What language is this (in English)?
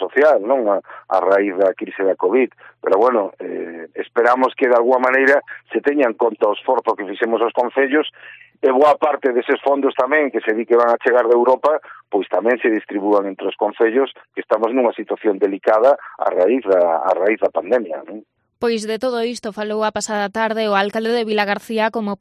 Galician